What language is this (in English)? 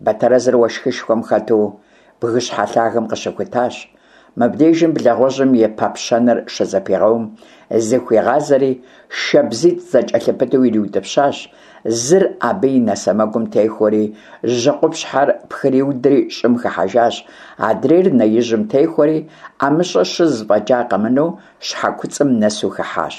Kabardian